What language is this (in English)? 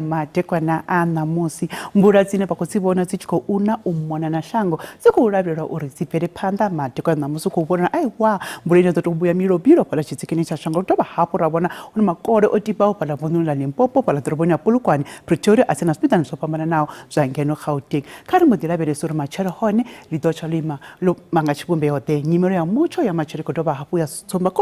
Venda